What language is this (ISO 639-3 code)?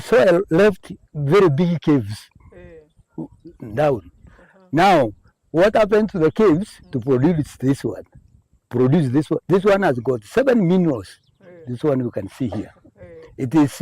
mer